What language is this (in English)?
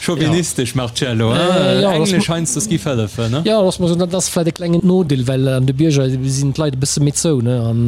Luxembourgish